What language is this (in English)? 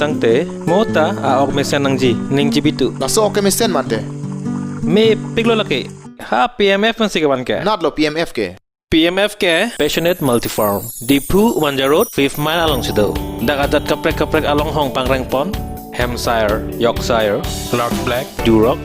Karbi